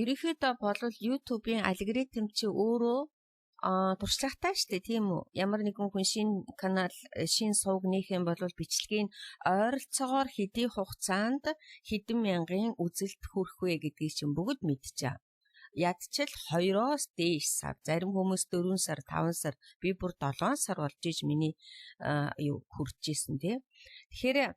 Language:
Mongolian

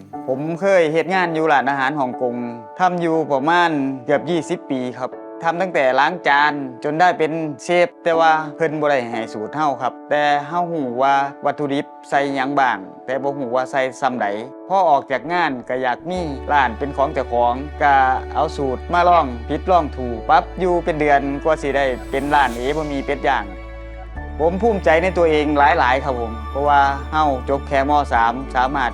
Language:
Northeastern Thai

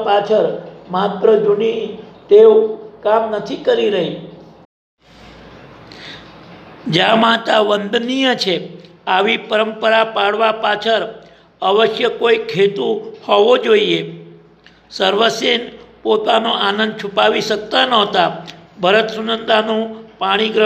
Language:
Gujarati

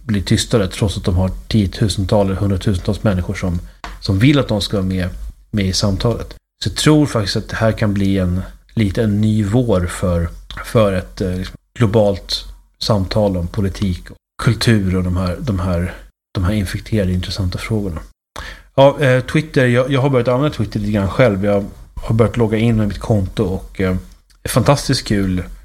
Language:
Swedish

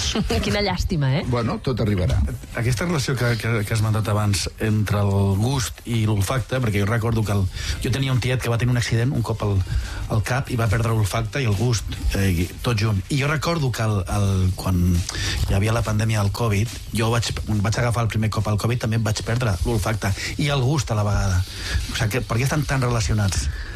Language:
Catalan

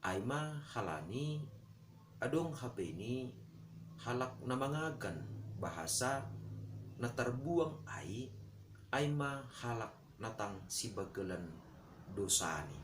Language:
Batak Simalungun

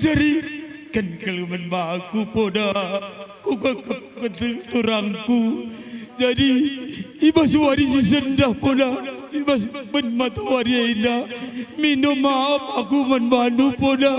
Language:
Batak Karo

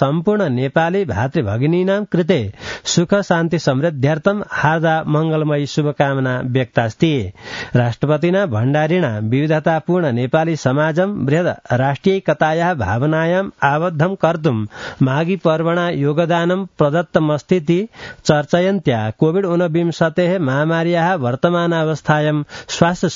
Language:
Sanskrit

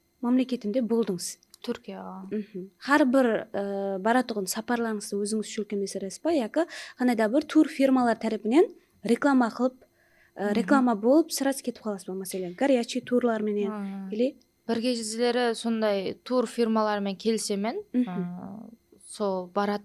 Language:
Kara-Kalpak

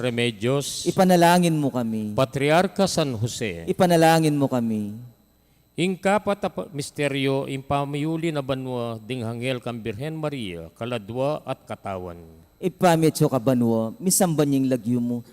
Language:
Pampanga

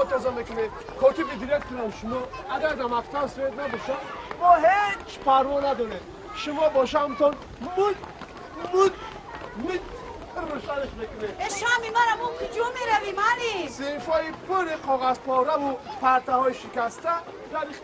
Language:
Tajik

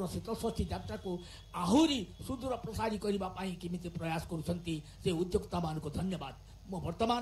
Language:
Odia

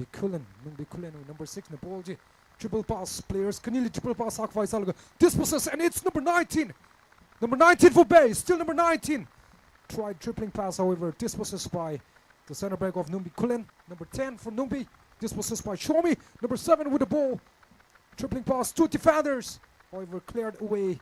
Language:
Tangkhul Naga (India)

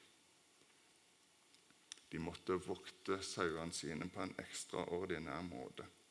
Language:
Norwegian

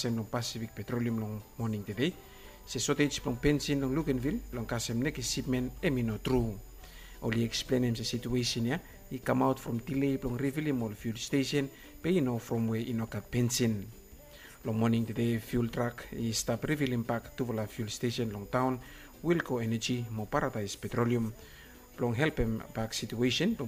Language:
Bislama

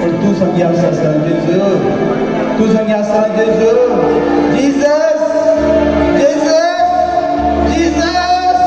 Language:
Konkani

